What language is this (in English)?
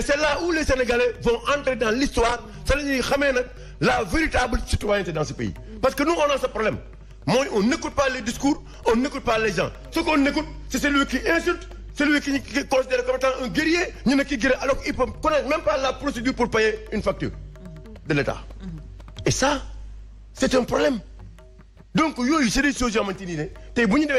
Wolof